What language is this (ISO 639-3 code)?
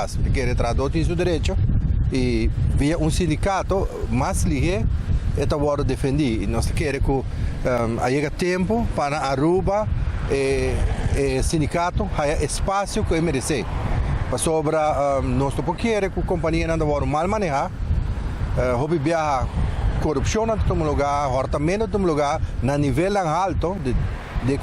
pap